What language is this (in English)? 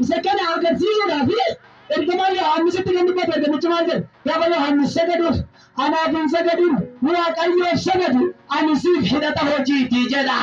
Oromo